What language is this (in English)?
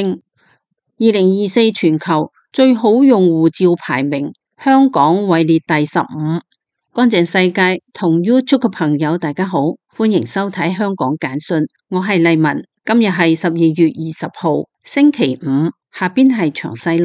Cantonese